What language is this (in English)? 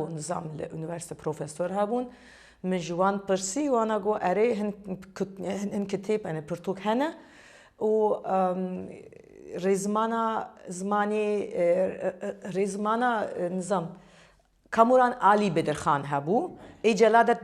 Kurdish